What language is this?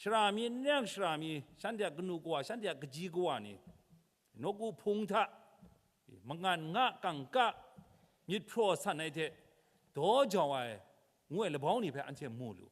Kachin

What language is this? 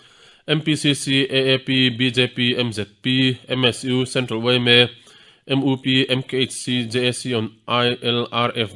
Mizo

